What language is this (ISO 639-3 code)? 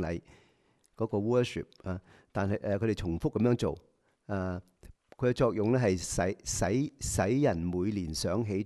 yue